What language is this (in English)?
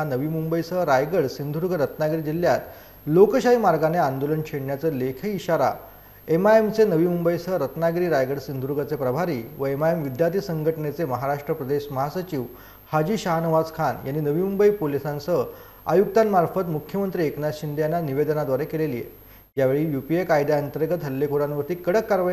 Marathi